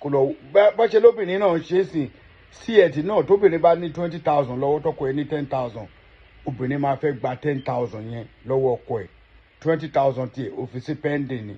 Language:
Yoruba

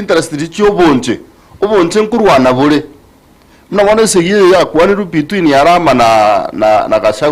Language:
Gusii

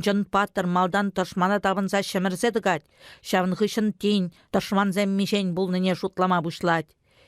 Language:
Chuvash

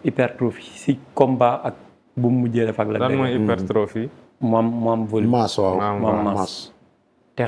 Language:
Wolof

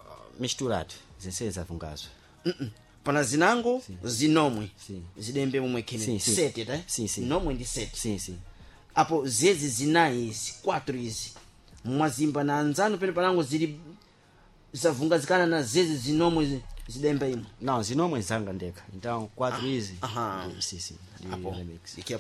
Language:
Sena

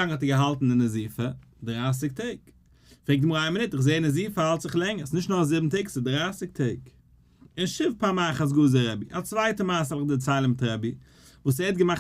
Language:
Yiddish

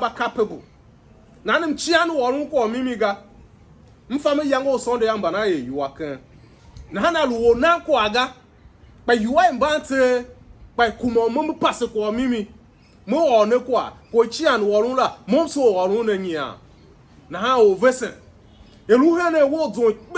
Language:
Tiv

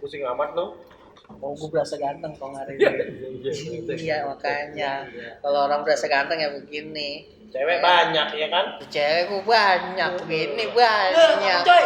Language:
Betawi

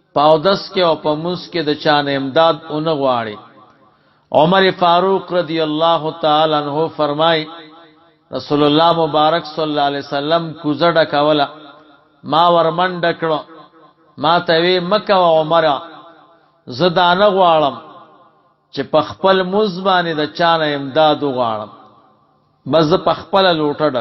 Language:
Pashto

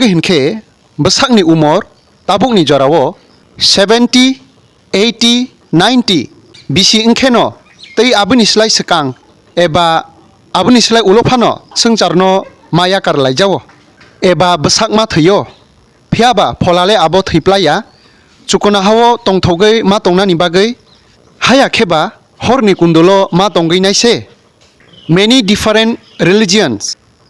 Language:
Kok Borok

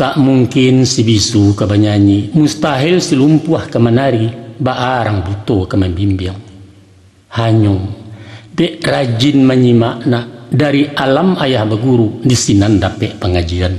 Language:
Minangkabau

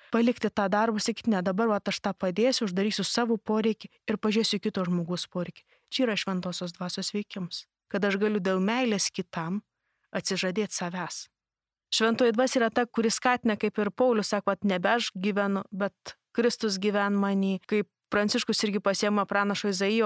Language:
Lithuanian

